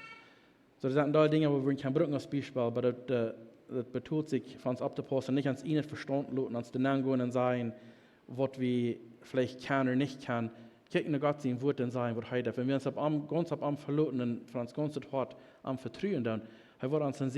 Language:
Plautdietsch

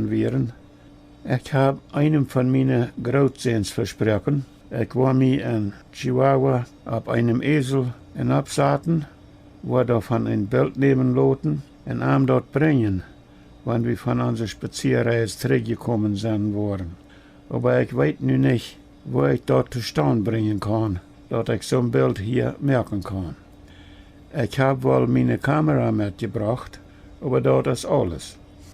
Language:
Plautdietsch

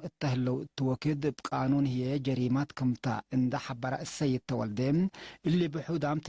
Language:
Tigre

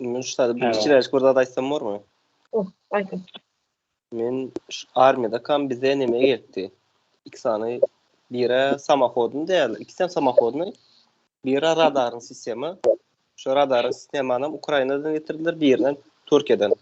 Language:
Turkmen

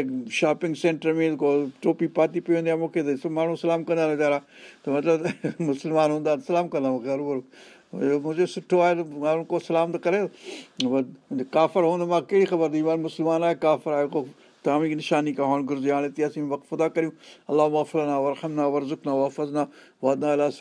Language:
Sindhi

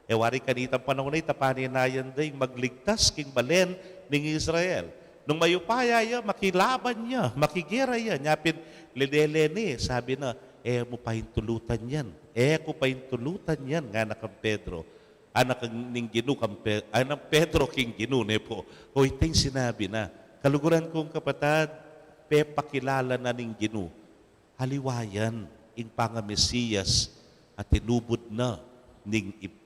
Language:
Pampanga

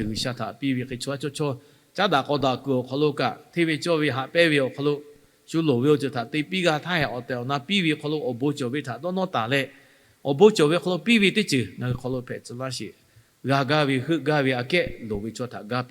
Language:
Lahu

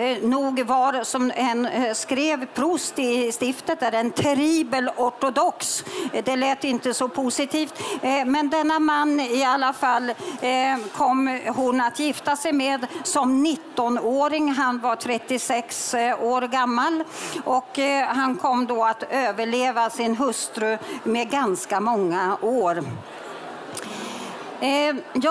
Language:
Swedish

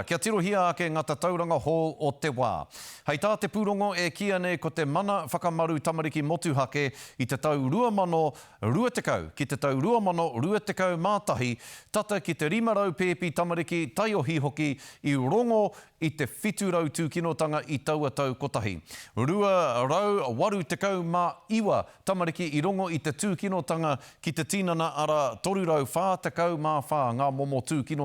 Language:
Māori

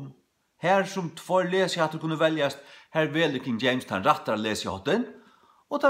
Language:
Faroese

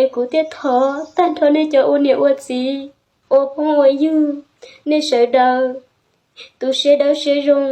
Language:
Hmong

